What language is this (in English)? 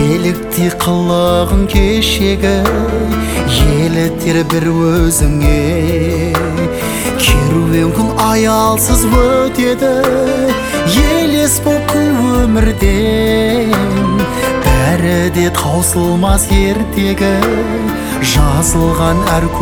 Kazakh